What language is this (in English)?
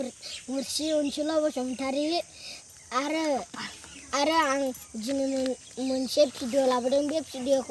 Bodo